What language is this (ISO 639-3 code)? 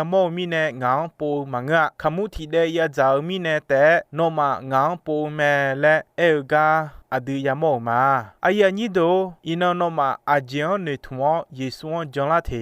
ahk